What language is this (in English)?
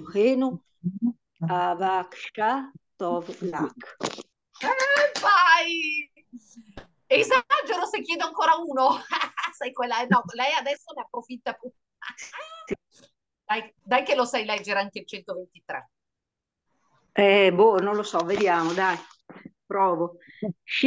Italian